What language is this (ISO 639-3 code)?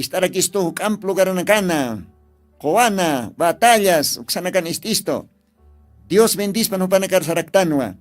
aym